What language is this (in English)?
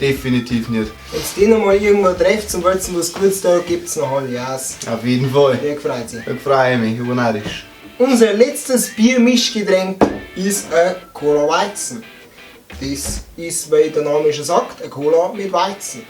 Bavarian